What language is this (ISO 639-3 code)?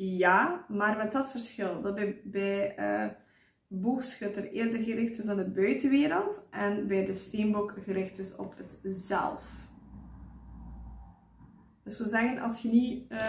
nld